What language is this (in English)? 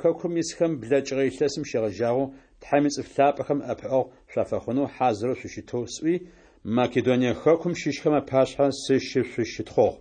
Adyghe